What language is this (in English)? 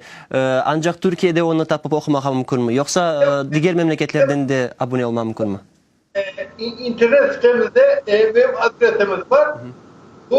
Crimean Tatar